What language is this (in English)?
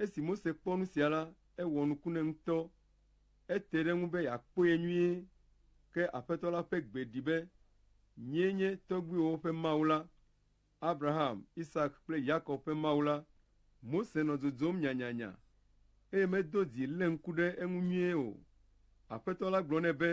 Ewe